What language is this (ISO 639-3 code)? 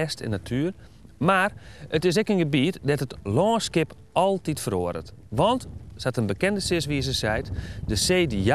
fry